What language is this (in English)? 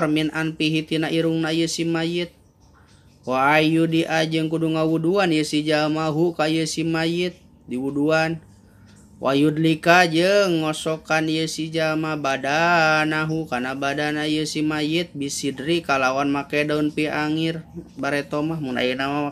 Sundanese